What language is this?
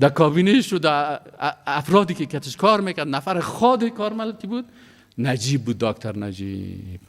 Persian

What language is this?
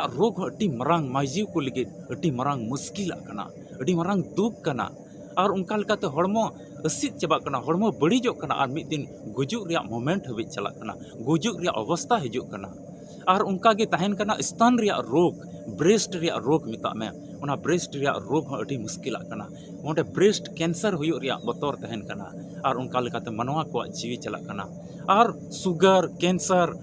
Santali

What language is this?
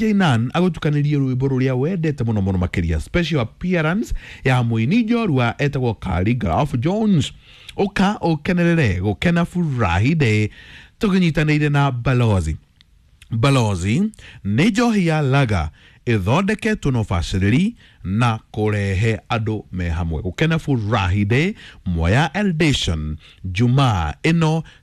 Kikuyu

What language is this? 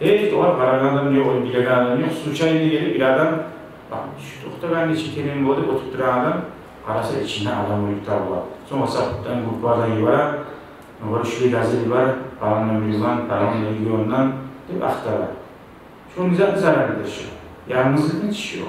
Kumyk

